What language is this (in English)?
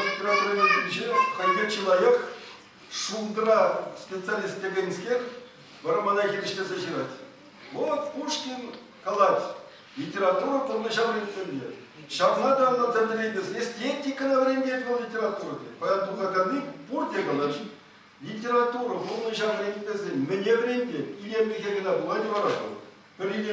Chuvash